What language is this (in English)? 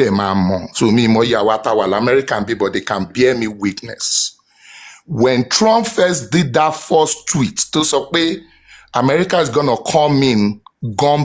Yoruba